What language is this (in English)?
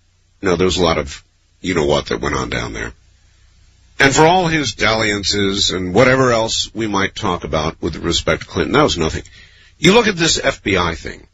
English